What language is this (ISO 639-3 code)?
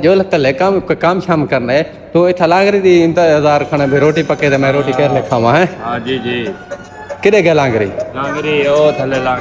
skr